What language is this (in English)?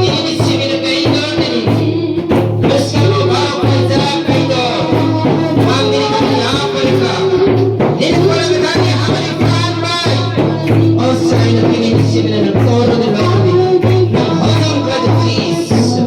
Kok Borok